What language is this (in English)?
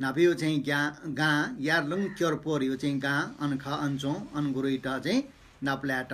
Newari